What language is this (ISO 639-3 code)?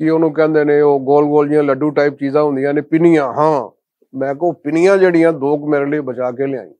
lah